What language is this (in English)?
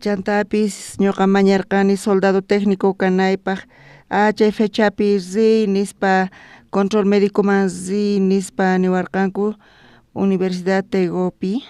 South Bolivian Quechua